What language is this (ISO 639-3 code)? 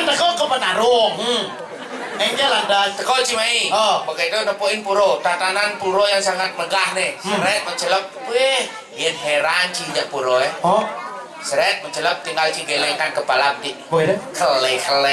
ban